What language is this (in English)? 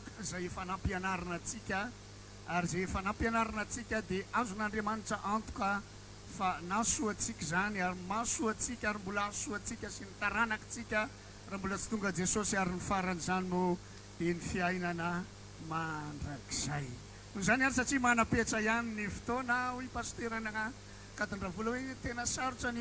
Malagasy